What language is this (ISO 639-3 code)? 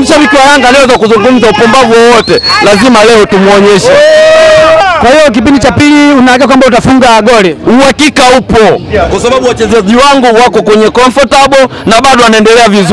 swa